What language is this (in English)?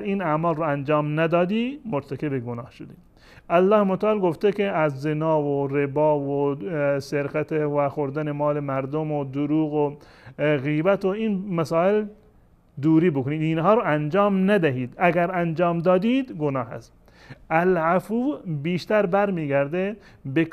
Persian